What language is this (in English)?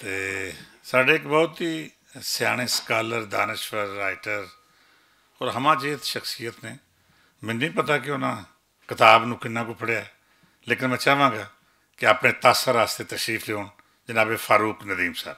Western Panjabi